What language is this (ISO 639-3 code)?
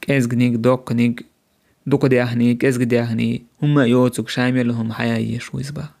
che